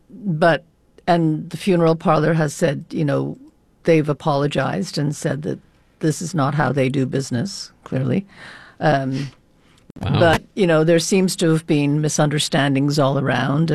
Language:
English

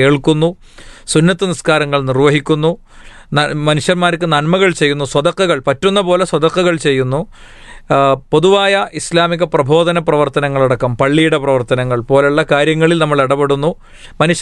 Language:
Malayalam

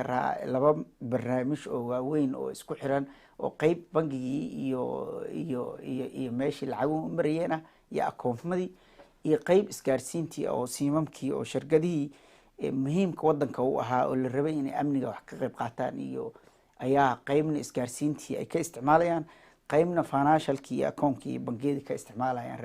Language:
Somali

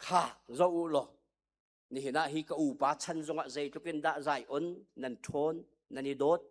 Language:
Hakha Chin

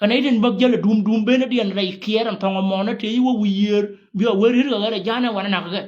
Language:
Nuer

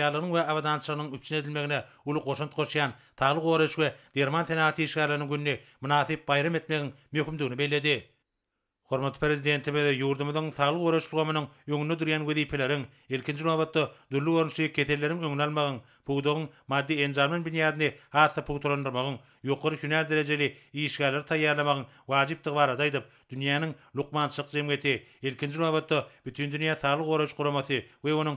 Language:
Turkmen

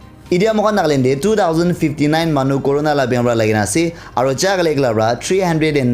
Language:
Naga Pidgin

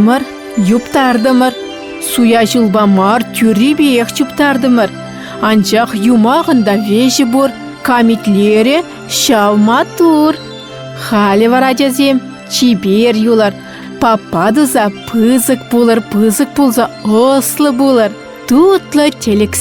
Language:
Chuvash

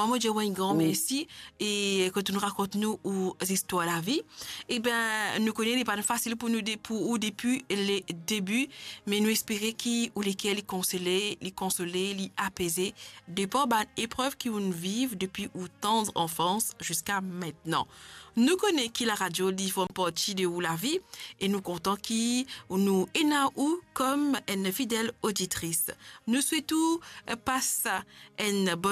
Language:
Morisyen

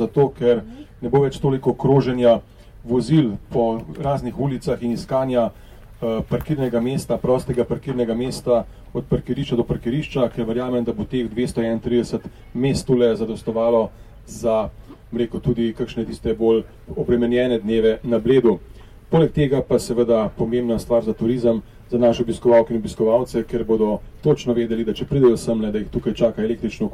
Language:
Slovenian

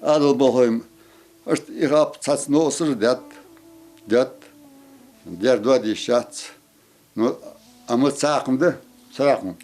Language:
Ingush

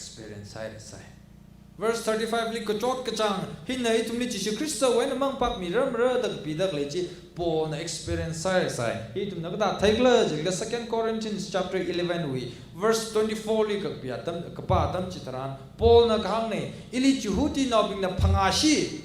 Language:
Tangkhul Naga (India)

